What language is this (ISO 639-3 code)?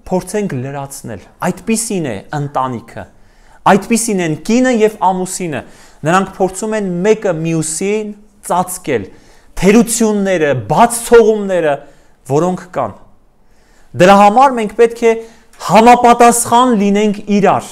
hye